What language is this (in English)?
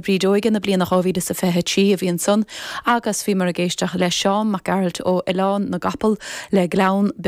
Irish